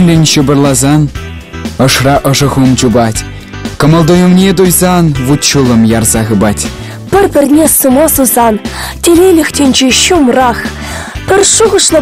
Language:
Chuvash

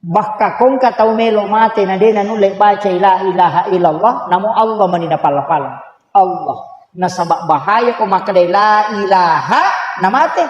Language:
Buginese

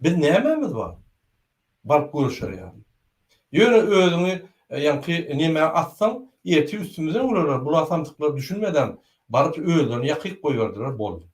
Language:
Turkmen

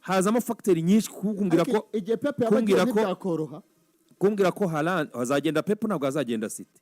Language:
Kinyarwanda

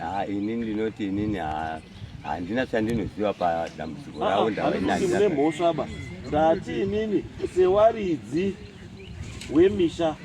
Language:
Shona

